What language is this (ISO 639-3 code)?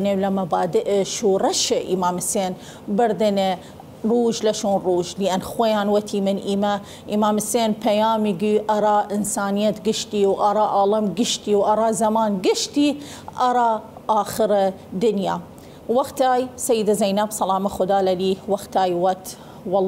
sdh